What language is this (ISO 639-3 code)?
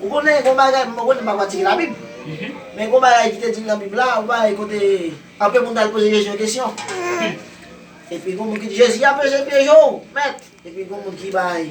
hat